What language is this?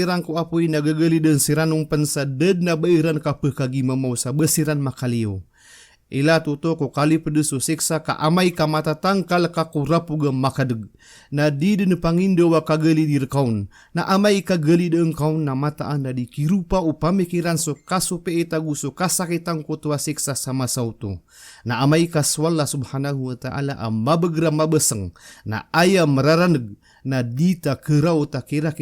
Maranao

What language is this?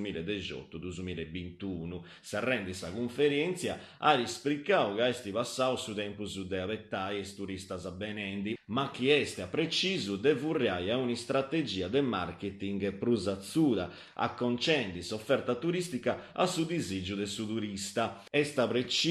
Sardinian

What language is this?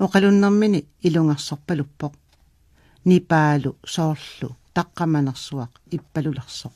Kalaallisut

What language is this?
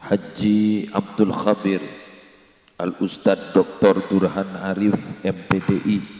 Madurese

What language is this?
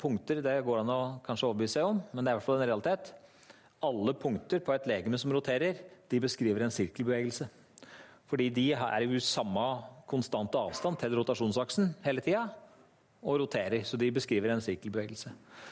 Norwegian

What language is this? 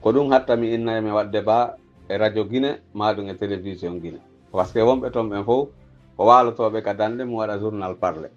Pular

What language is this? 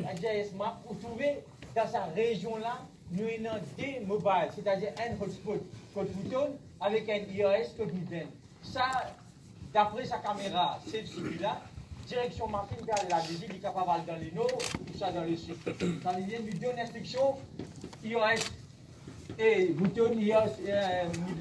Morisyen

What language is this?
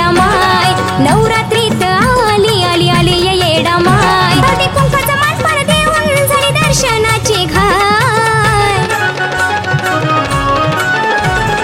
Marathi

